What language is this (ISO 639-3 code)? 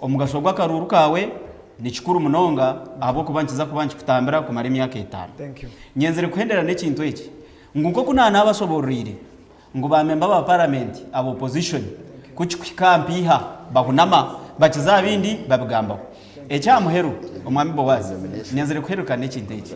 nyn